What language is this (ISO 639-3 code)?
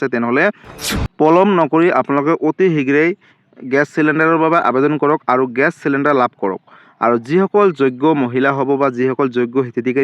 asm